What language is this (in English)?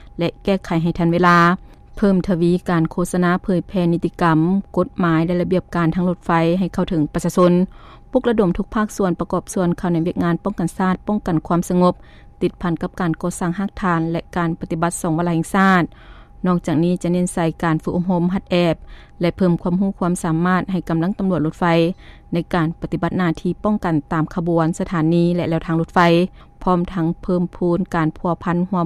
Lao